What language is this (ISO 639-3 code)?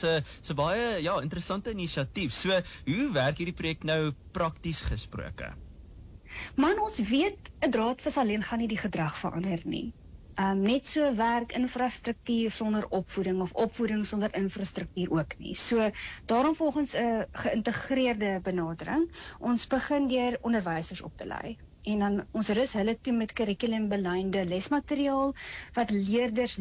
afr